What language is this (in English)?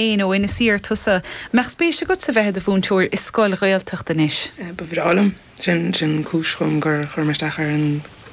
Irish